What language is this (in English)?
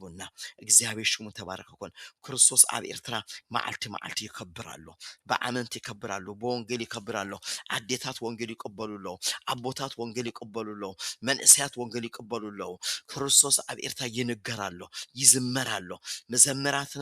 Tigrinya